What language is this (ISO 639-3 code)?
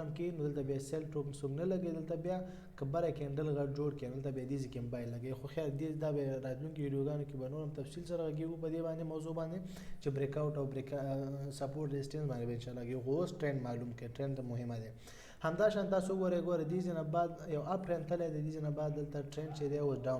pus